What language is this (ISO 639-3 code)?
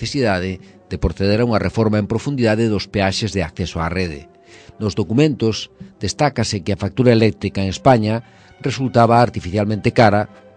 glg